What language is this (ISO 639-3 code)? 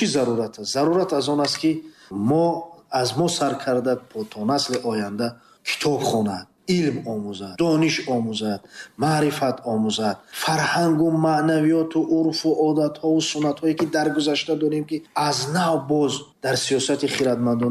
tgk